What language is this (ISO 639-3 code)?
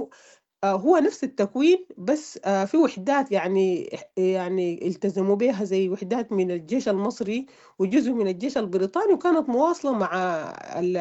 apd